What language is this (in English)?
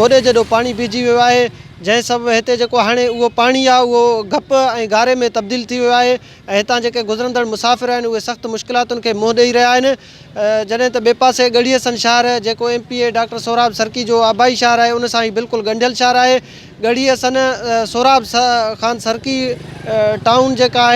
Sindhi